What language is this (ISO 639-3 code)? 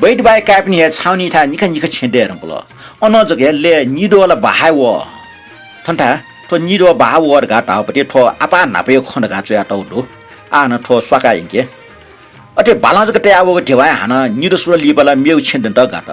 new